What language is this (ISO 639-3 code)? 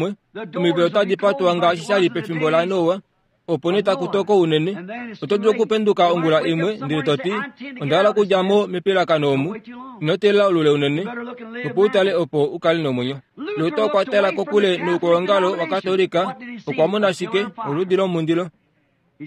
kua